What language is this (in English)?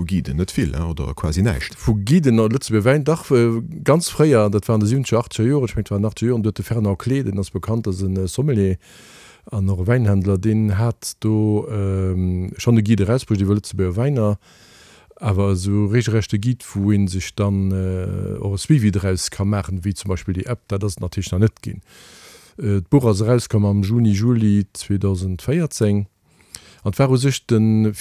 Luxembourgish